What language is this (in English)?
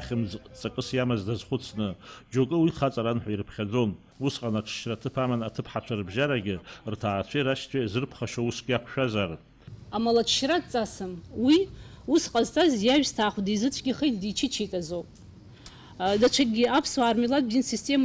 Abkhazian